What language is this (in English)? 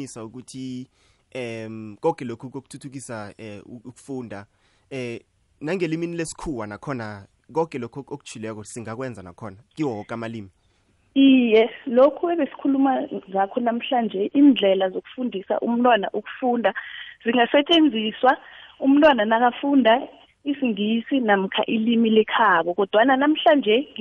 South Ndebele